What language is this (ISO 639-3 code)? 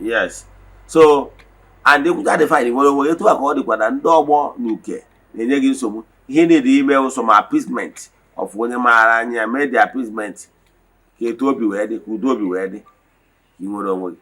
ibo